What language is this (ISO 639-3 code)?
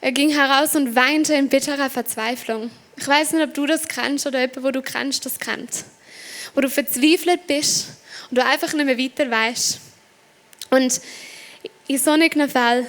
gsw